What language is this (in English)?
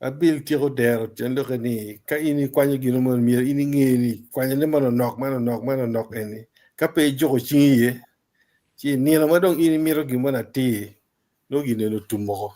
Acoli